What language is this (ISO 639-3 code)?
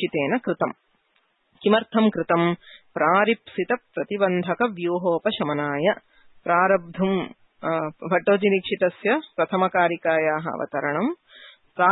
san